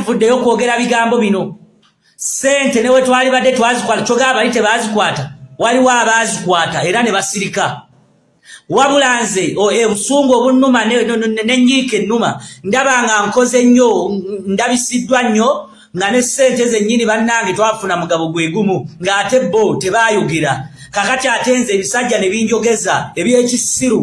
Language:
Ganda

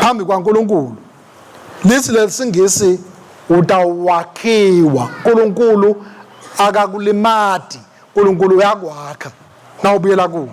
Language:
Swati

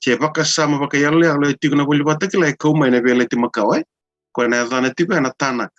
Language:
Fijian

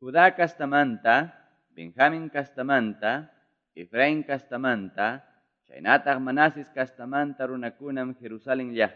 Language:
Ayacucho Quechua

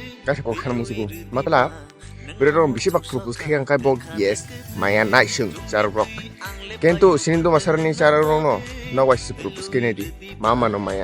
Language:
Kok Borok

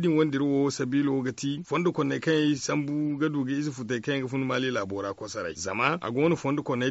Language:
Zarma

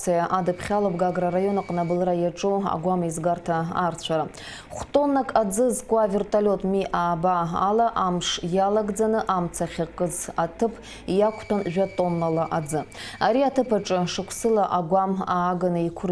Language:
Abkhazian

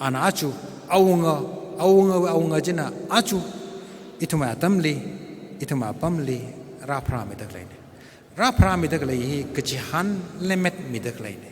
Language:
Tangkhul Naga (India)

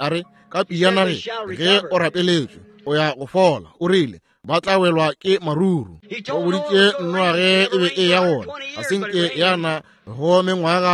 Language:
Northern Sotho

